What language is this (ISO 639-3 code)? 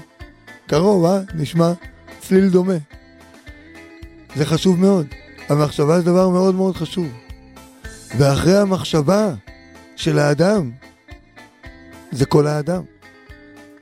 heb